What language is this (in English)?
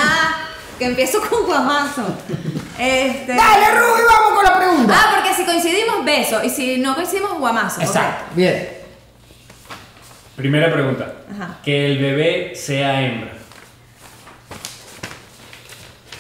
Spanish